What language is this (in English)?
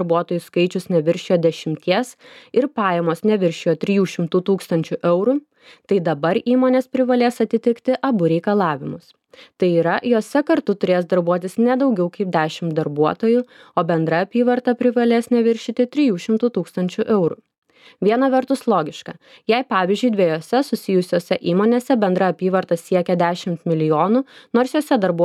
Lithuanian